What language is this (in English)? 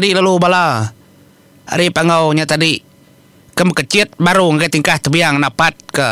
Iban